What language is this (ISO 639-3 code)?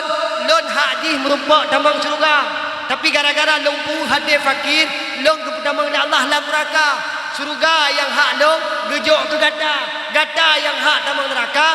ace